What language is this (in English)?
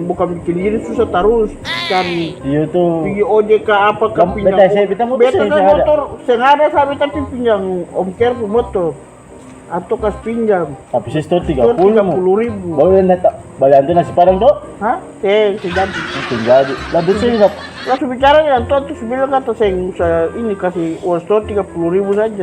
Ambonese Malay